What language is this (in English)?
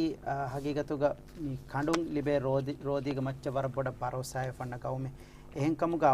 Divehi